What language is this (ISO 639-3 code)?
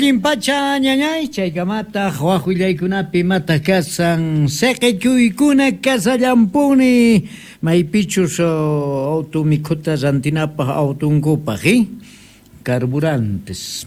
quh